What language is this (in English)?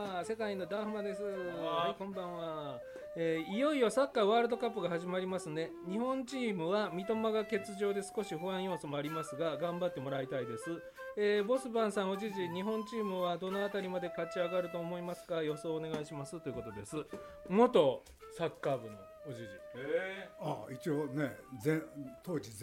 Japanese